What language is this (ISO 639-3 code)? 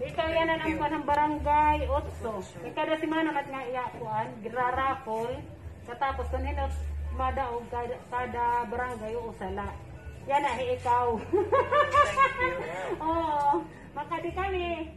war